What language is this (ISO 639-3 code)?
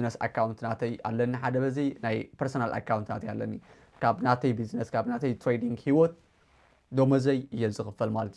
tir